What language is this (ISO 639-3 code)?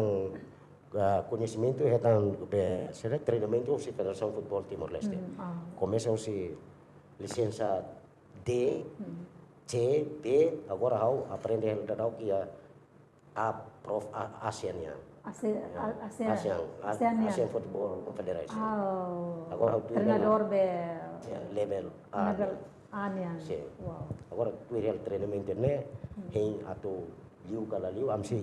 tet